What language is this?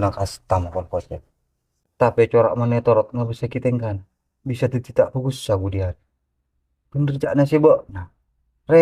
Madurese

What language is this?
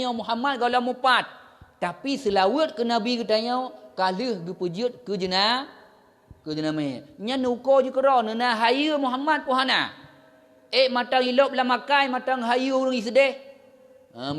Achinese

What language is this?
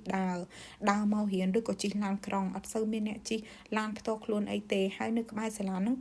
Khmer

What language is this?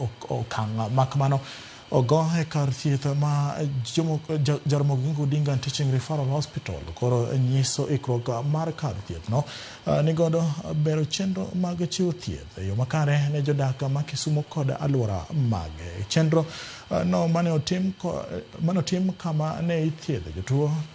Luo (Kenya and Tanzania)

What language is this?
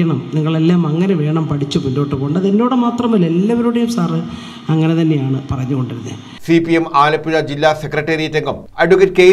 Malayalam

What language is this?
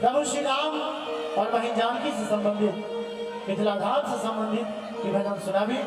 Maithili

